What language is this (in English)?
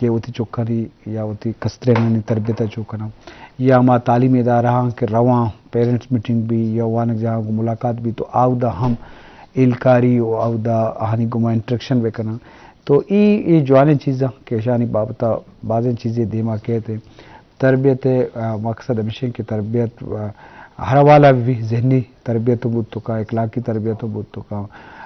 Eastern Balochi